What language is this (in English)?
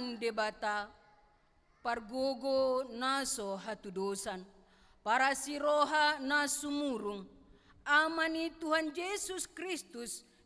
Batak Toba